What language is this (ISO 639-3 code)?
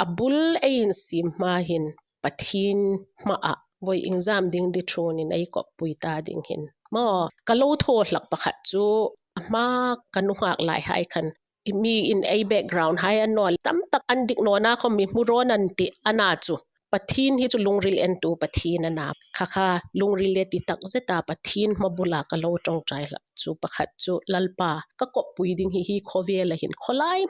hmr